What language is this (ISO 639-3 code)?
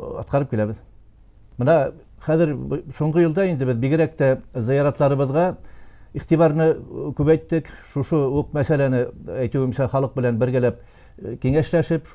bak